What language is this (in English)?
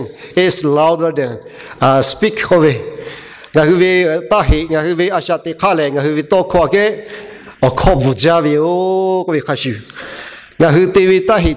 Lahu